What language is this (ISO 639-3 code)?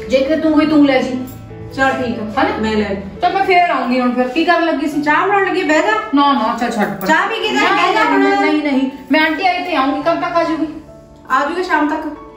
pan